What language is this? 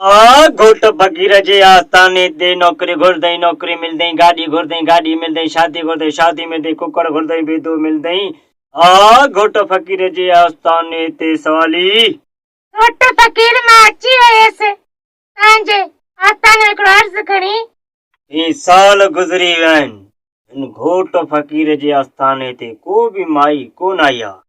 Sindhi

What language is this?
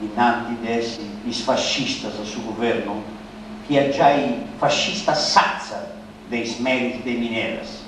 Sardinian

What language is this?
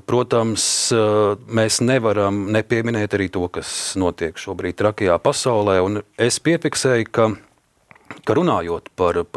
Latvian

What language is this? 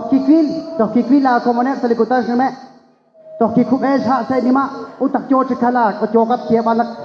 Kekchí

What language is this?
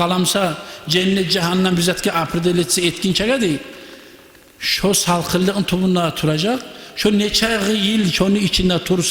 Kumyk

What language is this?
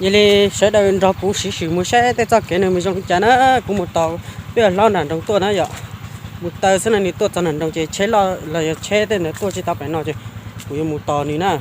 Hmong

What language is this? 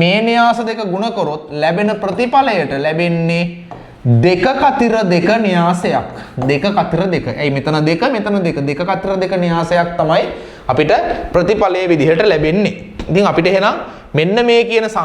Sinhala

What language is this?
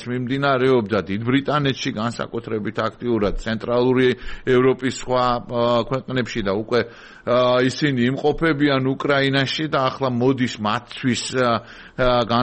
Georgian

